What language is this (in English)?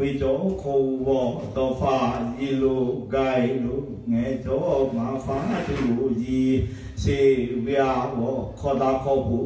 Lahu